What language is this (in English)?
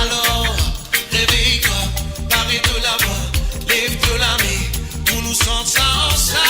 Morisyen